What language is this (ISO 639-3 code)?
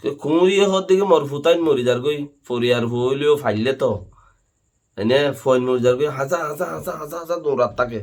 rhg